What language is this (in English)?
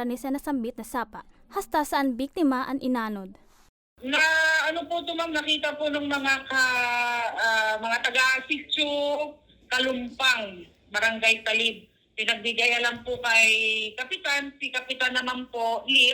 Bikol